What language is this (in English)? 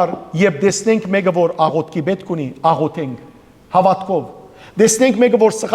Western Armenian